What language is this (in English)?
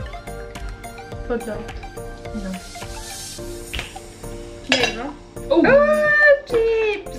Croatian